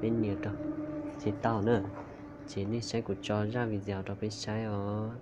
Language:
Hmong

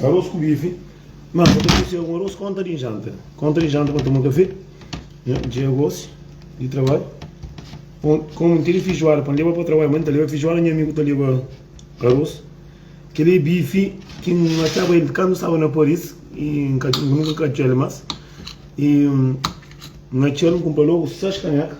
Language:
Kabuverdianu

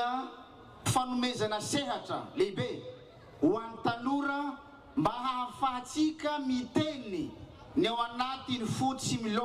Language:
Malagasy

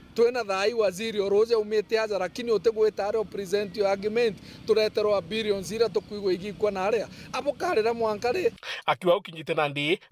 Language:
Meru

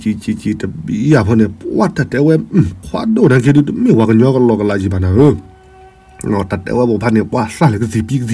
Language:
S'gaw Karen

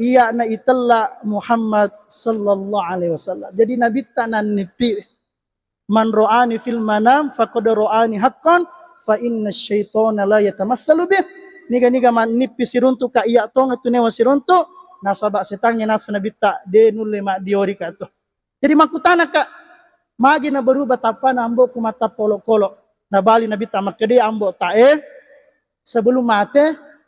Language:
Buginese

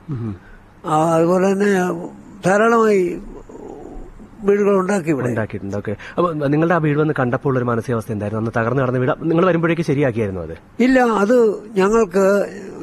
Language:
Malayalam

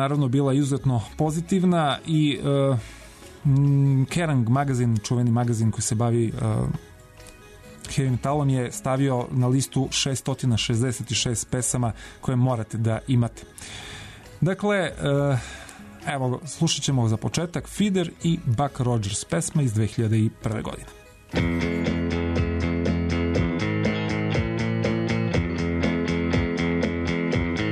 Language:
Serbian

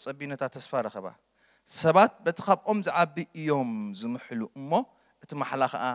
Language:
Tigrinya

